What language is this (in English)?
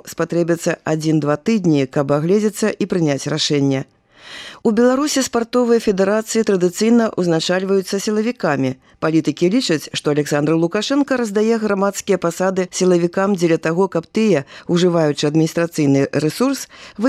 Belarusian